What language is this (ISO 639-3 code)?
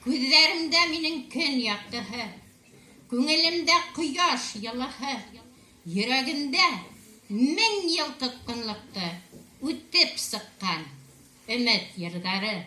bak